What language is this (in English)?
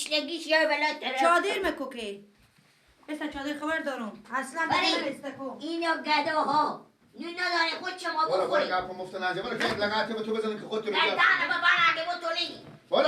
Persian